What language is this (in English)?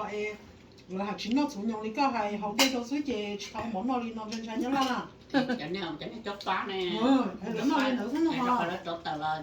Hmong